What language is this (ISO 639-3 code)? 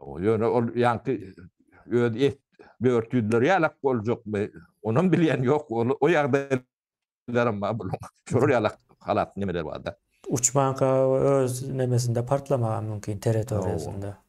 tuk